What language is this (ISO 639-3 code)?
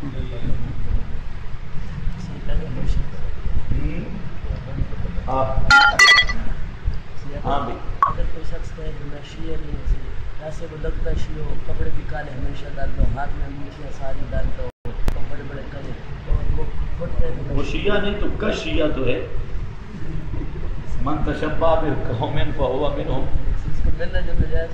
urd